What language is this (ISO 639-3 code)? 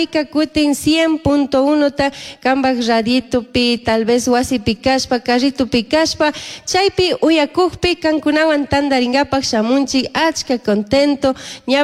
qug